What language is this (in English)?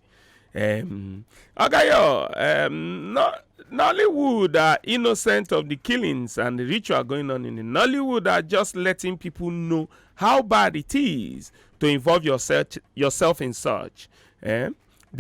Nigerian Pidgin